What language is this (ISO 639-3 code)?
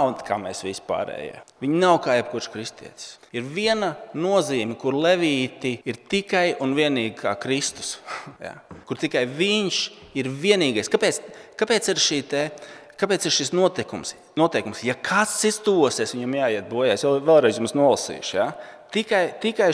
lav